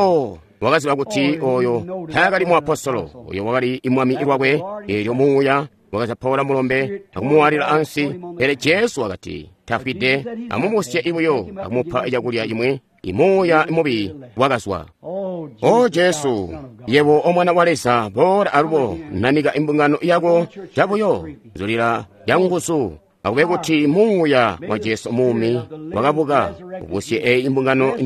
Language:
Tonga (Zambia)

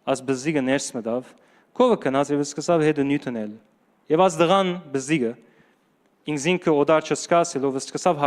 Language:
Western Armenian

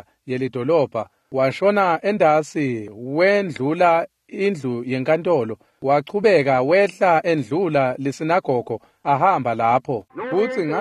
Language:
Swati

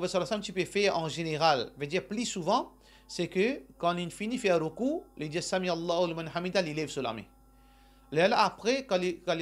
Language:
Morisyen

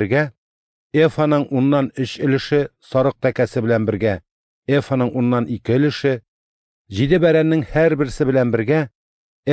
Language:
Tatar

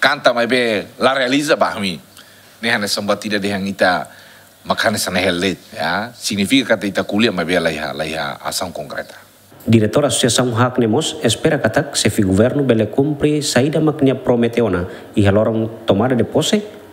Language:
Tetum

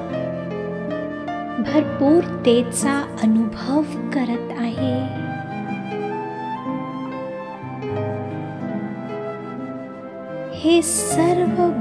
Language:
Marathi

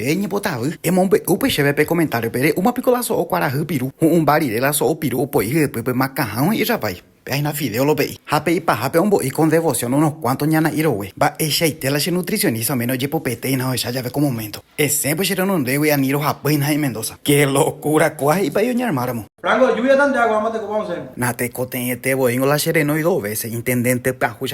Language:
Guarani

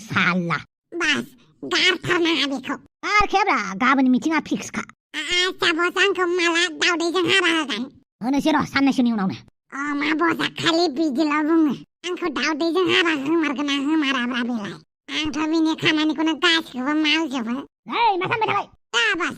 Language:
Bodo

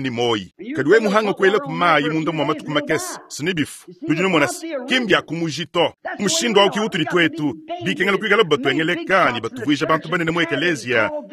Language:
Luba-Lulua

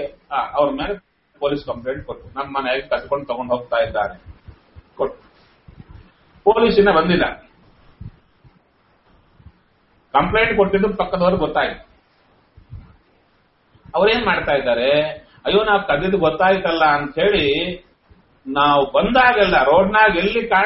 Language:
Kannada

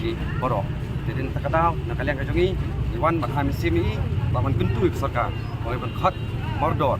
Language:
Khasi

